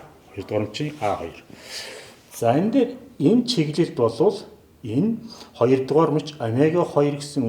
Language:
Mongolian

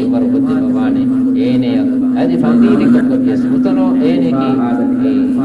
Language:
Divehi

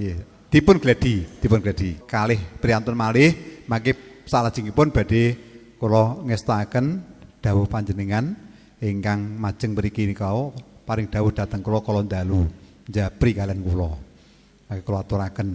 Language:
Javanese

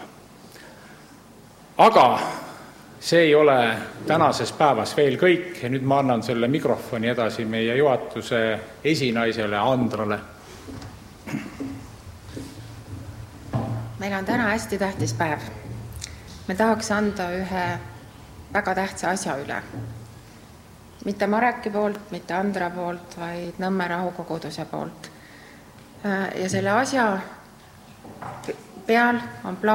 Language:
Estonian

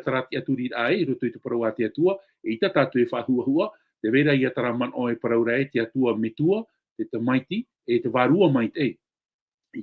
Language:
Tahitian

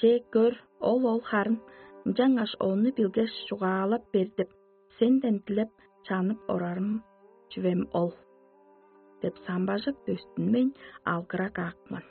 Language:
Tuvinian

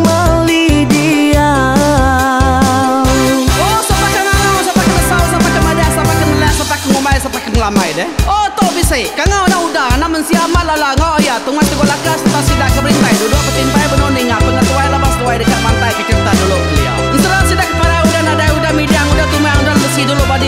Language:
Iban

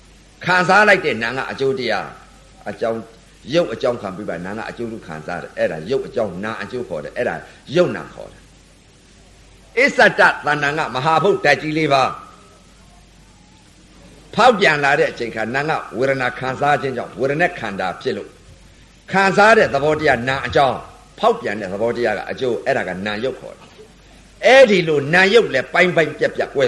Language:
Burmese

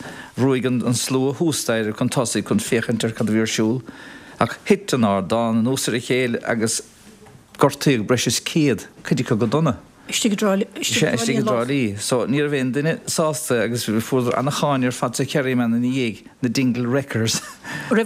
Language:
Irish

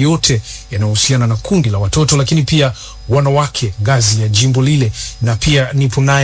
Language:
Swahili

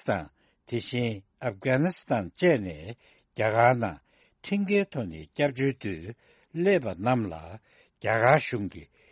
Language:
Tibetan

